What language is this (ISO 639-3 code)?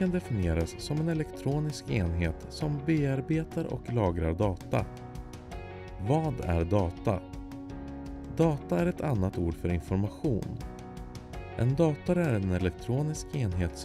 swe